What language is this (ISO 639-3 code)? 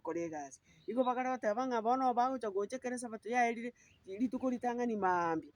guz